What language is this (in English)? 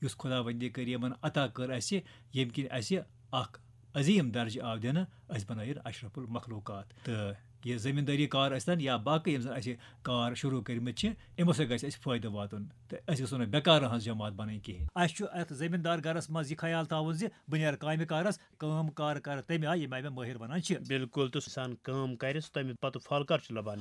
Kashmiri